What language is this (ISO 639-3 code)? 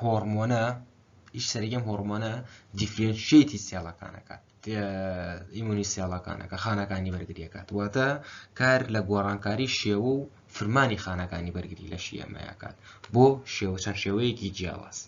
ckb